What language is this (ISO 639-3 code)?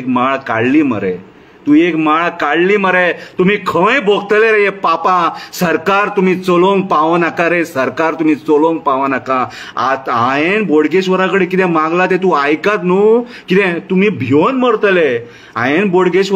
kok